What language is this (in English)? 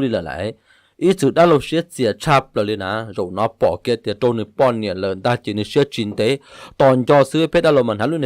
Hmong